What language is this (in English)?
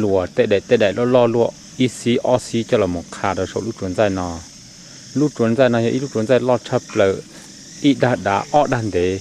Hmong